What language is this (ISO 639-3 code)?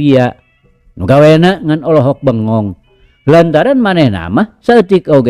sun